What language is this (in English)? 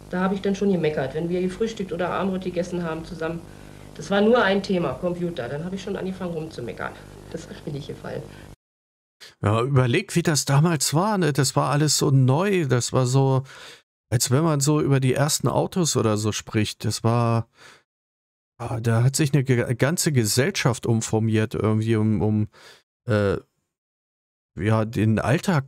German